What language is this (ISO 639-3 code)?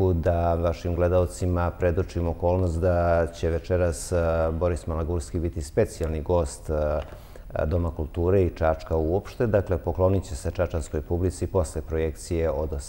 srp